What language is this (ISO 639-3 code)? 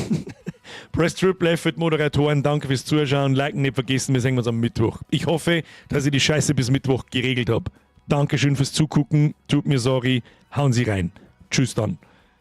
bar